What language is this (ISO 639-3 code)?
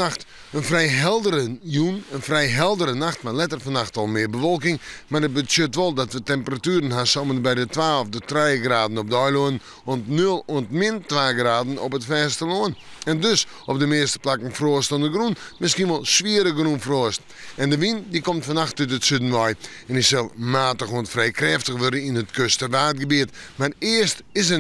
fry